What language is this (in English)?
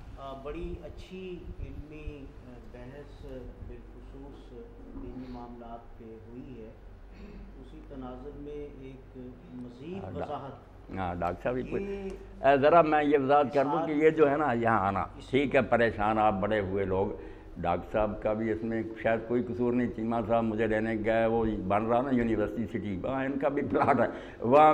Urdu